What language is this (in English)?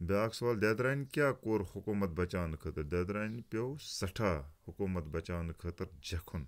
Kashmiri